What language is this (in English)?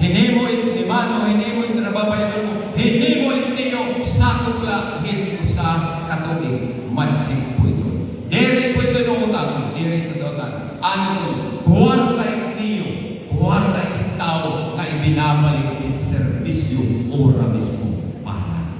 Waray